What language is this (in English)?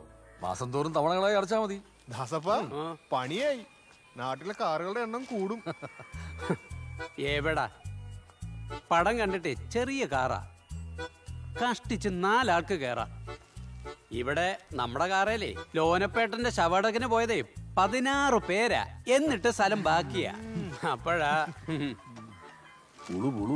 Malayalam